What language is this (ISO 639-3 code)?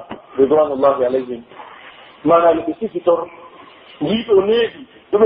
fuf